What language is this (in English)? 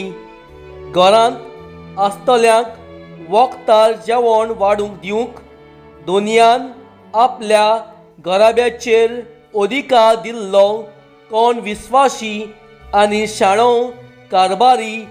Konkani